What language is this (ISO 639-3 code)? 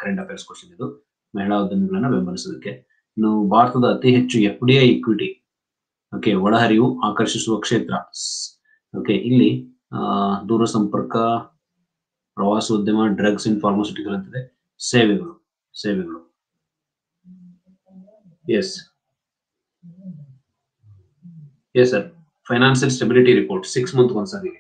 kan